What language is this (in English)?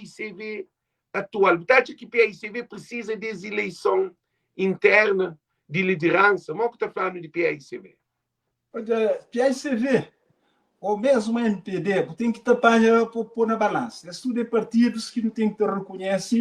Kabuverdianu